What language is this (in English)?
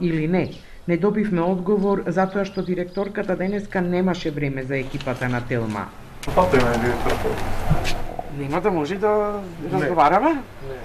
Macedonian